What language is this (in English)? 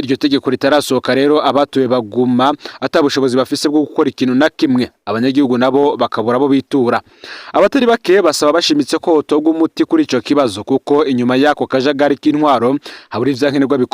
Rundi